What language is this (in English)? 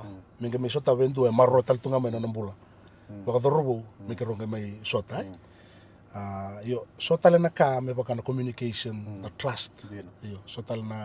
Fijian